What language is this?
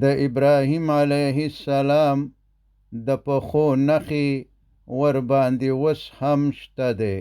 Pashto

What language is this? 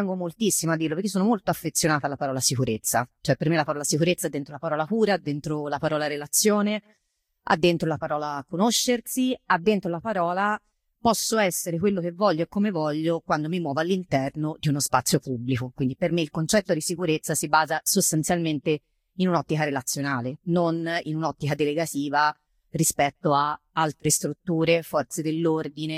Italian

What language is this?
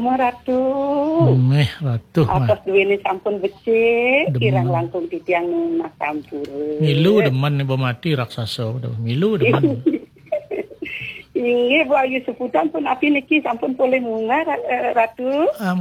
Balinese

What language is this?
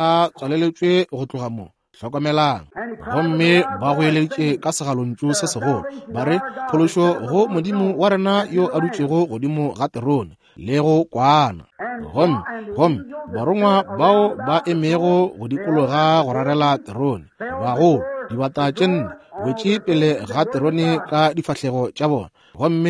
Northern Sotho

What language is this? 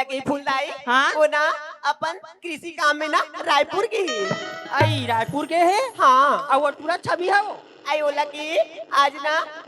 Chhattisgarhi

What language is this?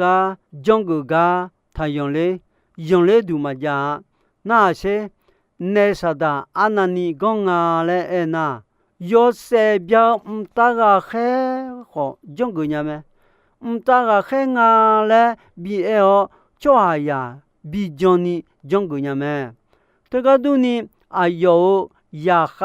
Akha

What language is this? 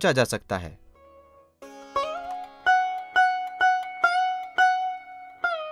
Hindi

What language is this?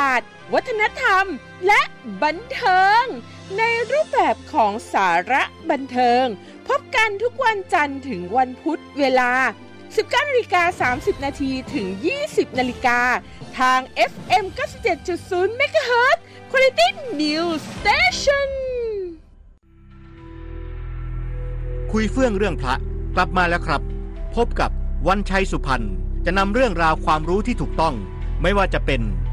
Thai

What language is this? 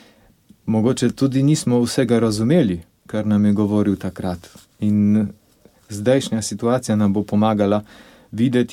Slovenian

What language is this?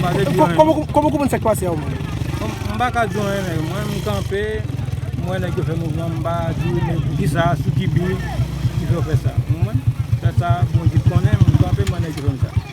Haitian Creole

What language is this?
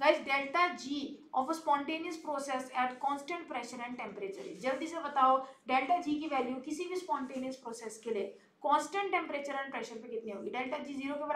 Hindi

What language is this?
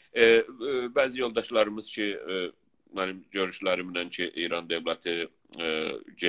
South Azerbaijani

